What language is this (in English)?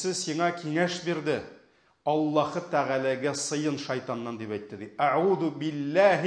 Tatar